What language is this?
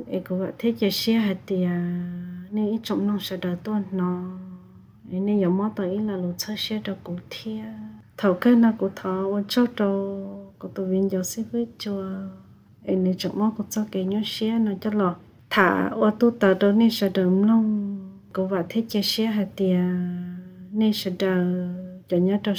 Vietnamese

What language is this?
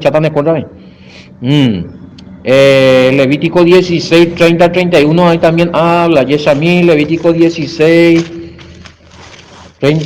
Guarani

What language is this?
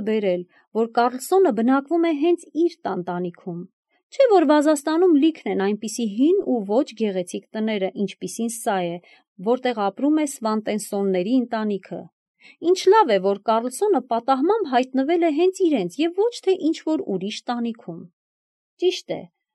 Armenian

